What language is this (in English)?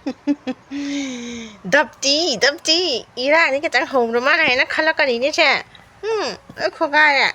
Manipuri